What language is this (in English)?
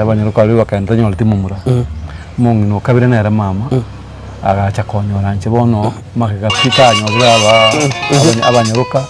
Gusii